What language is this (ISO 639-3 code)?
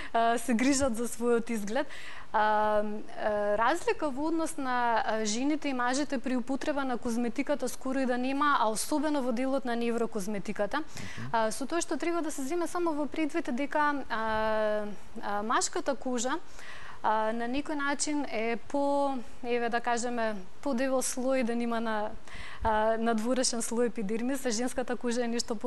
mkd